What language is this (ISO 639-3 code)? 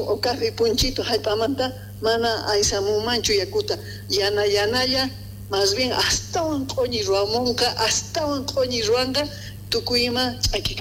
que